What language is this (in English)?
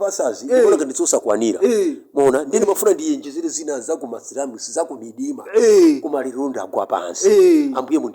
Nyanja